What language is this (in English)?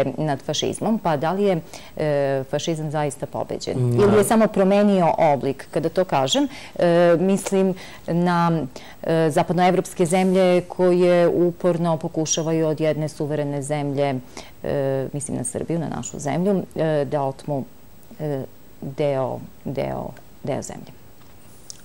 Serbian